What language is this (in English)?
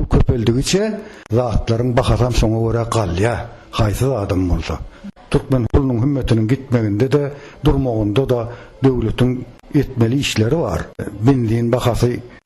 Turkmen